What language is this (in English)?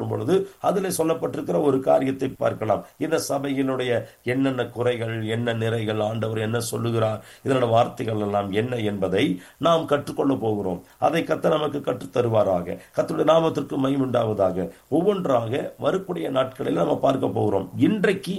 Tamil